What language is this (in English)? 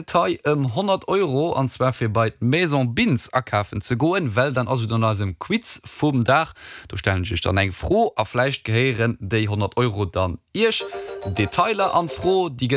Luxembourgish